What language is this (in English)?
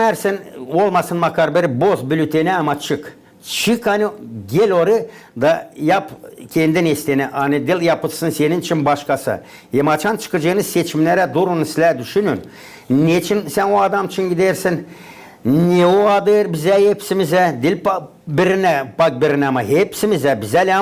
Gagauz